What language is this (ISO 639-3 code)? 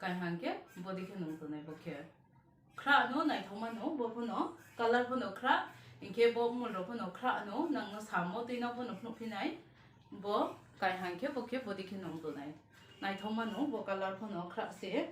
trp